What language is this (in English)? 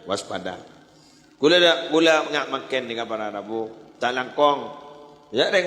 Madurese